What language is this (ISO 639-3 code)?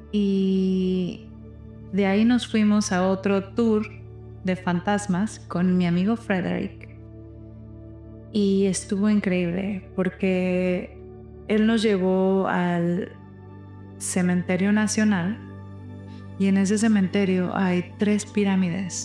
spa